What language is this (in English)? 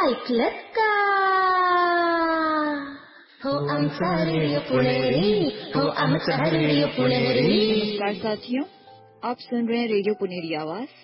Marathi